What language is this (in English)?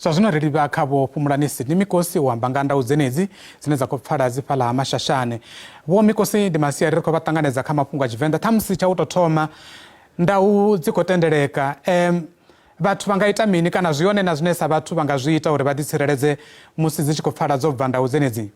Venda